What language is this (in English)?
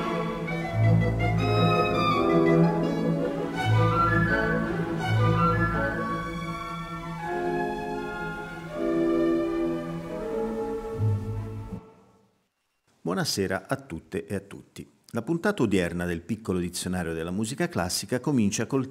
Italian